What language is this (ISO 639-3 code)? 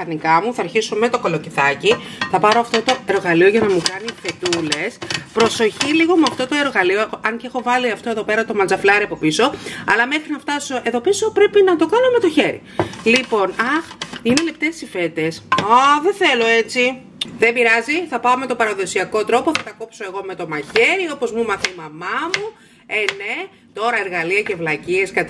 ell